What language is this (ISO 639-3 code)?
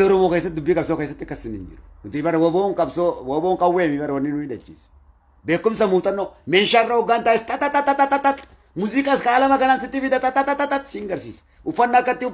orm